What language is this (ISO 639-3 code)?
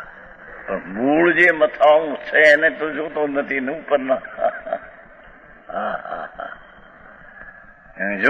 guj